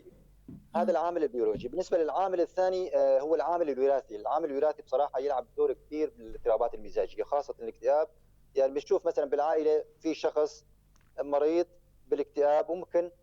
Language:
North Levantine Arabic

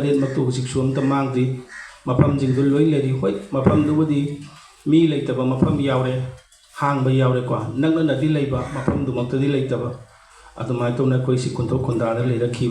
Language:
Manipuri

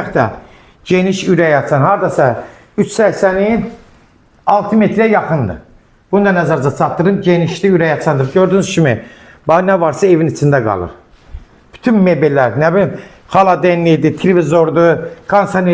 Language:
Azerbaijani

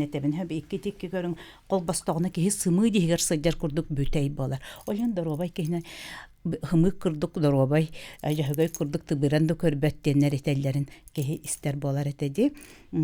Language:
Yakut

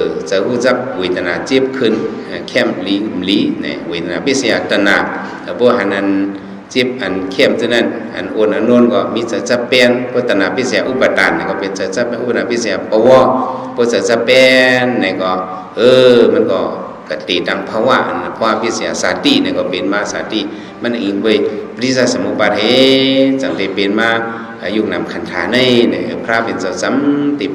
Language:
Shan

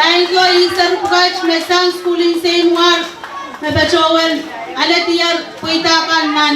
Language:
Pohnpeian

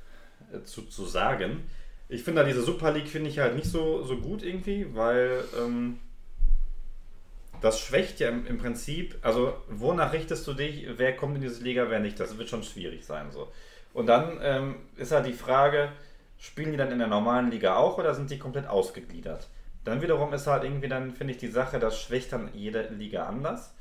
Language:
German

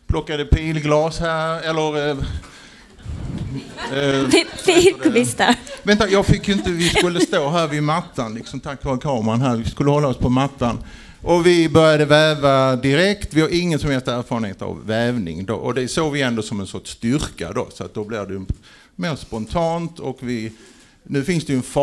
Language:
Swedish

